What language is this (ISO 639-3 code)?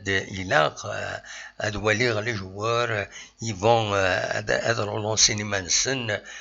kab